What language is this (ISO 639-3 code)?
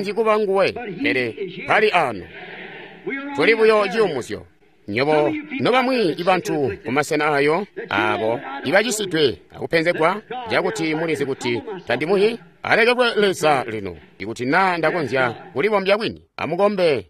toi